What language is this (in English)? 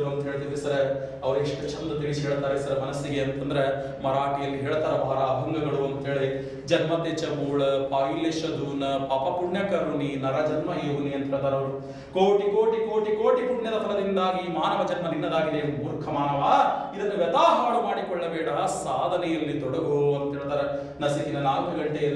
Kannada